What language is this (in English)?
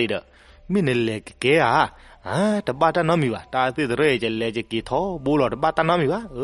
S'gaw Karen